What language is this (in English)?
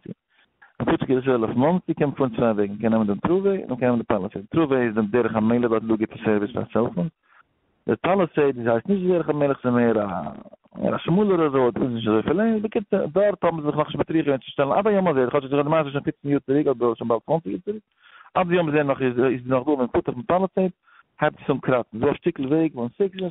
Yiddish